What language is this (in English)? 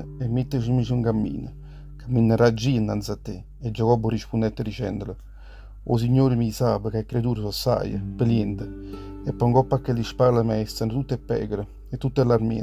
Neapolitan